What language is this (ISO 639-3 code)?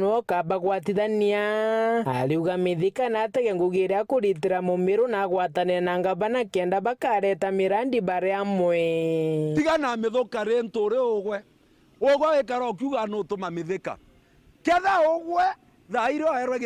mer